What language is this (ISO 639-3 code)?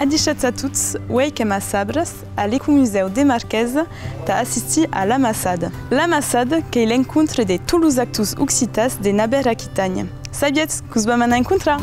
oci